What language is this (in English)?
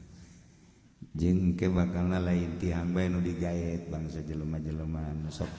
Sundanese